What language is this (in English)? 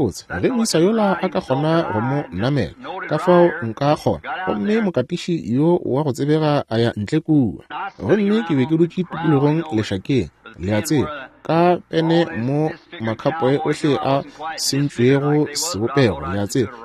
Northern Sotho